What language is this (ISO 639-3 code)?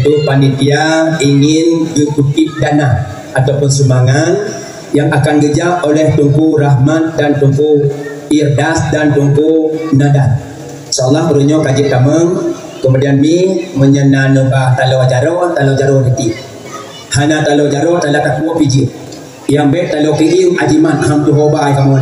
ace